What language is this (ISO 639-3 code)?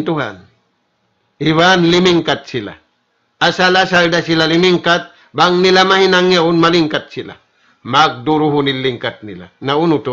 tsg